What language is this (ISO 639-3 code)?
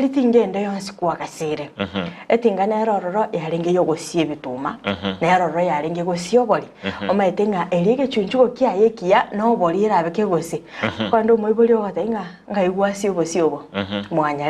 guz